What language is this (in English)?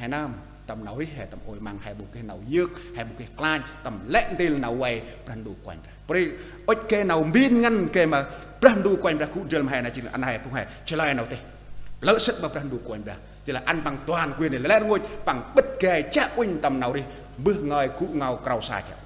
Central Mnong